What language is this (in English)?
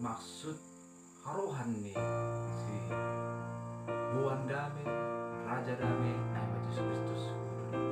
Batak Simalungun